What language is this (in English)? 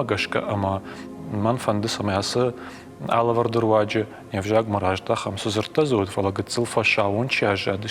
Ossetic